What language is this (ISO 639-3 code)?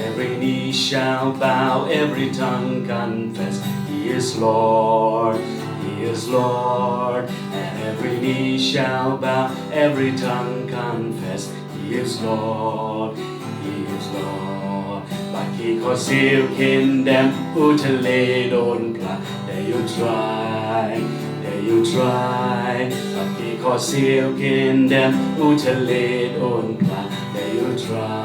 kha